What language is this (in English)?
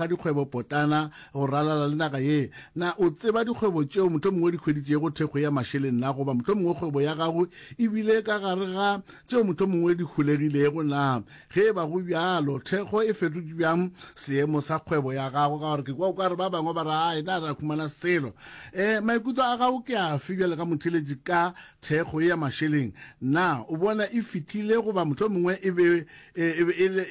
Northern Sotho